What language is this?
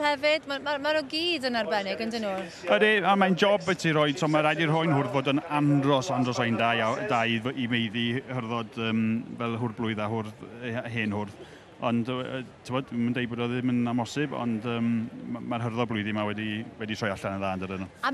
Welsh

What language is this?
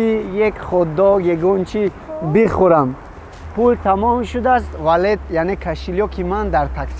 Tajik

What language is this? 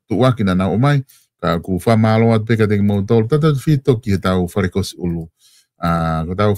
Tongan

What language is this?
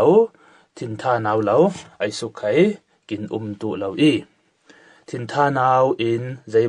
Falam Chin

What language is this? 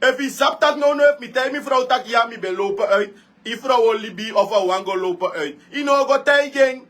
Sranan Tongo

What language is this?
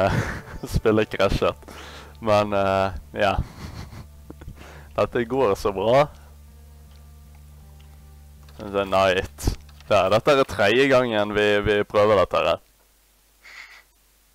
Norwegian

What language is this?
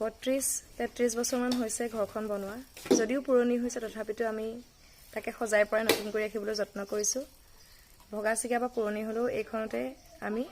Assamese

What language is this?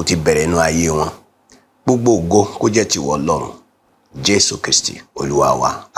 Yoruba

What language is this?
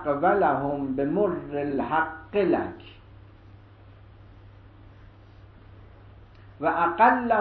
Persian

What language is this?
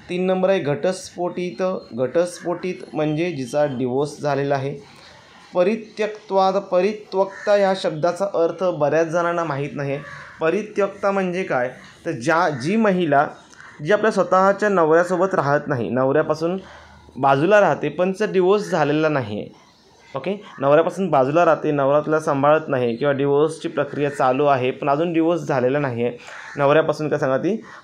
Marathi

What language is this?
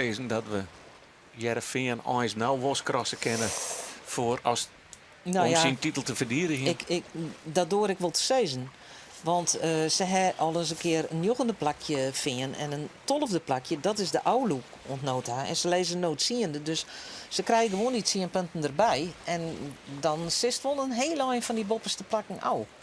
Western Frisian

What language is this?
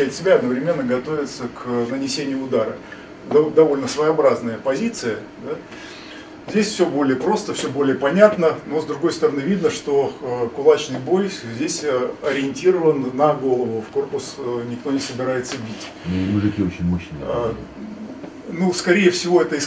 Russian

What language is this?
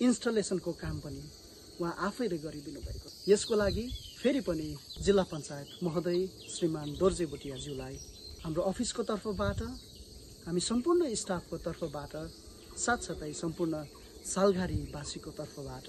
Nepali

